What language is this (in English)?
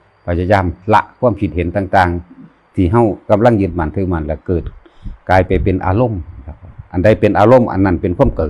Northeastern Thai